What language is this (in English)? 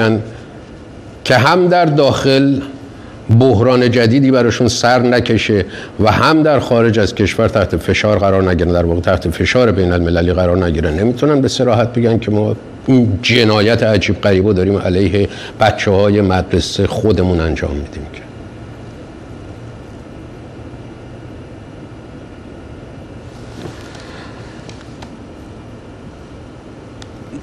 Persian